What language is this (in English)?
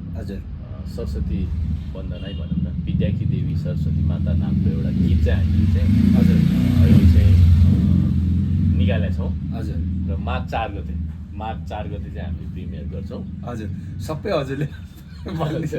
Nepali